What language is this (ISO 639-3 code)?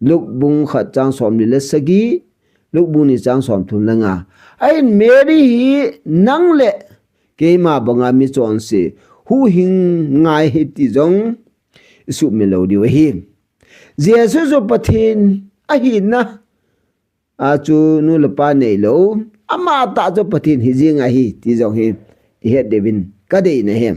tcz